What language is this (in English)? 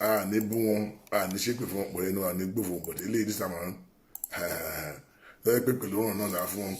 Yoruba